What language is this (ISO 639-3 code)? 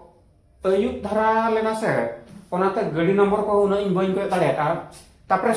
sat